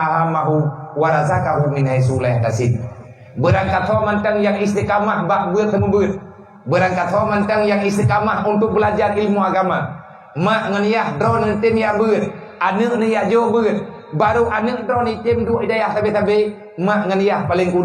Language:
Achinese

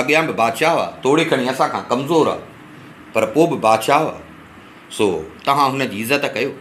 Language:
Sindhi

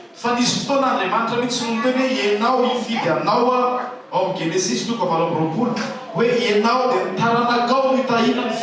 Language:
Malagasy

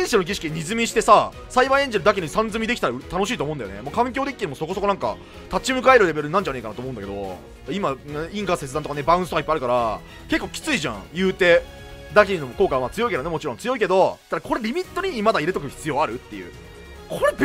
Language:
Japanese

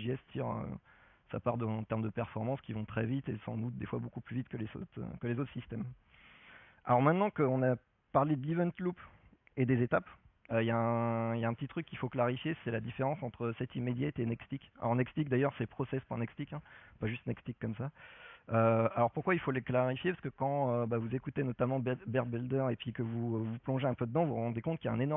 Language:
French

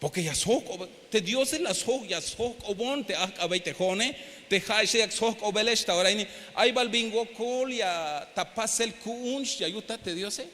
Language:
Tzeltal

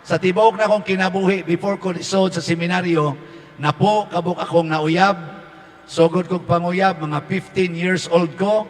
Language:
Cebuano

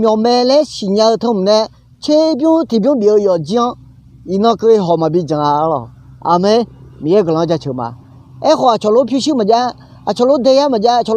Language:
Akha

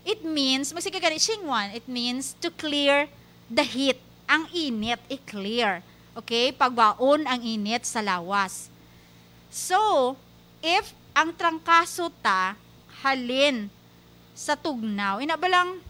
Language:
Hiligaynon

